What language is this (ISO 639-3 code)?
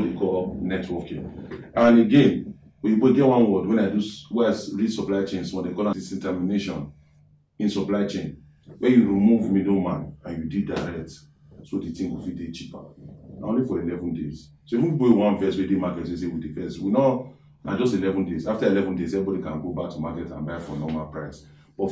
pcm